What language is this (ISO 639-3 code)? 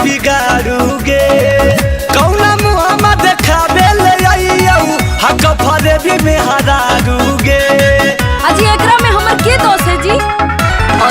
mag